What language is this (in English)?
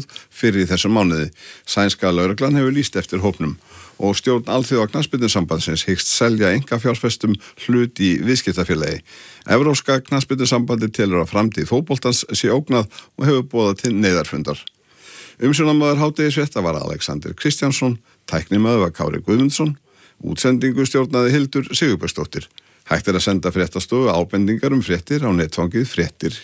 Icelandic